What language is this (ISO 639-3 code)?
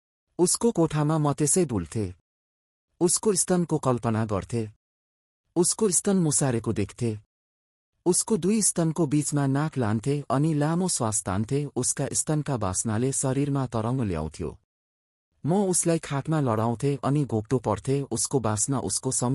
nep